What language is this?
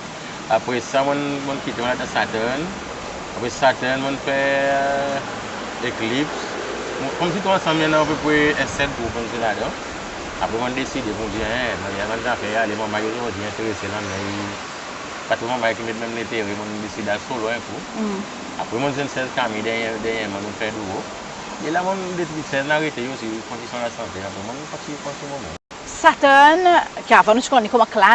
Seselwa Creole French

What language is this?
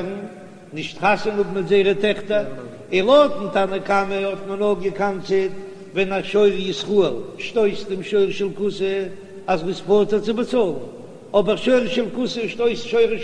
Yiddish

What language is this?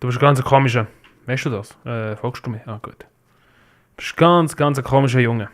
Swiss German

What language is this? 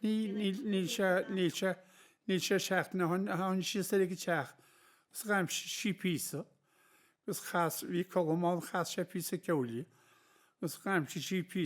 Irish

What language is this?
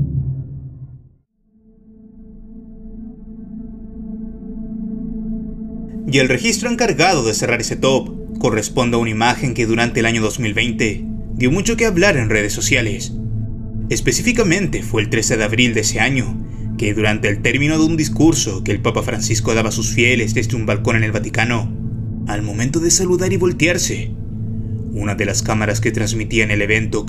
Spanish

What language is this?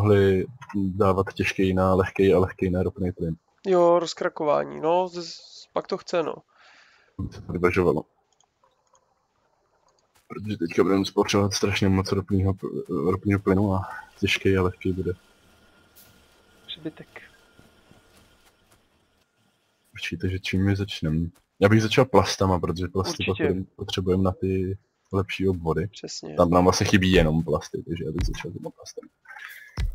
Czech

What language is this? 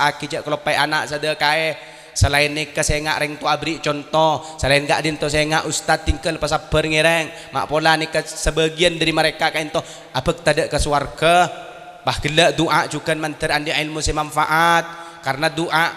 Madurese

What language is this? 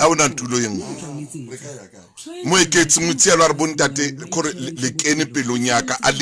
Southern Sotho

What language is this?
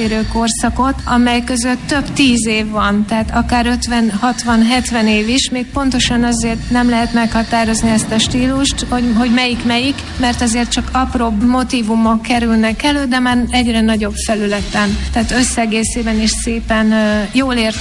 Hungarian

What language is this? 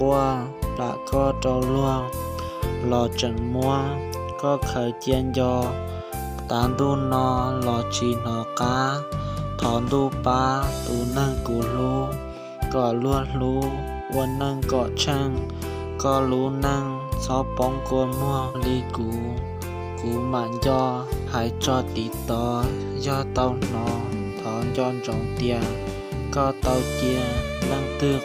Hmong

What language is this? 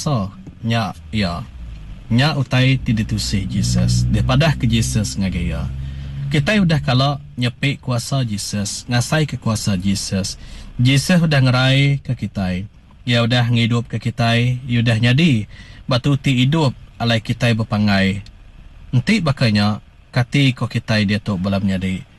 Iban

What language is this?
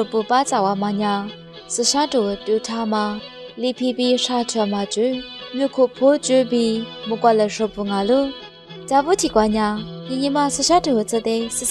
Lisu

